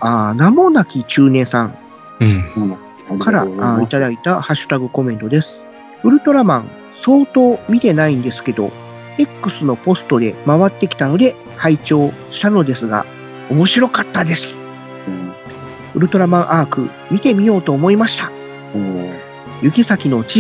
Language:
Japanese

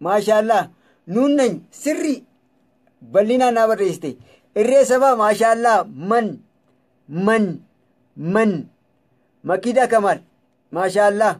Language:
Oromo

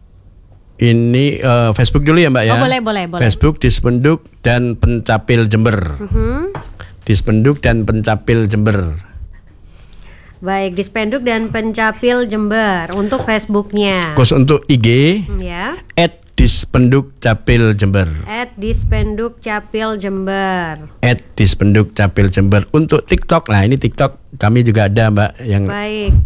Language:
Indonesian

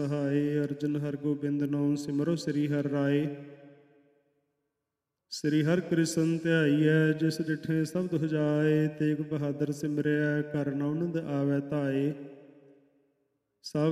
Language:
Punjabi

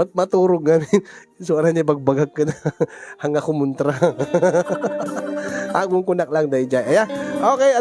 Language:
Iloko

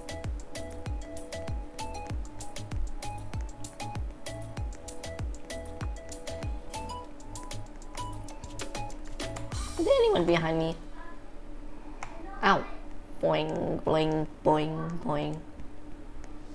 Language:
English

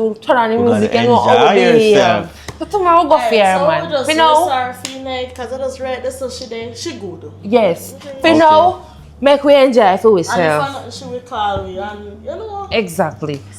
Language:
Jamaican Creole English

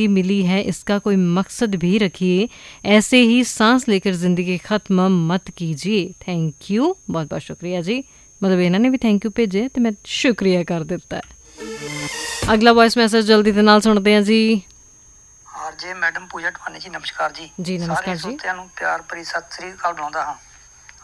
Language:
Punjabi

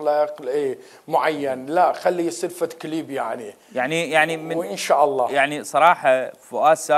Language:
Mesopotamian Arabic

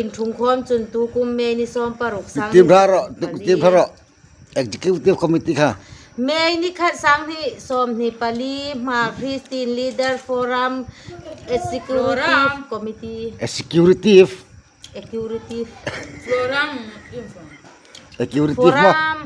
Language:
Hmar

